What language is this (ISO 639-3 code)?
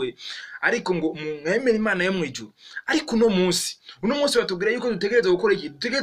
run